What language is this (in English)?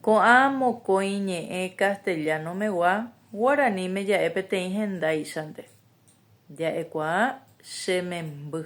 Guarani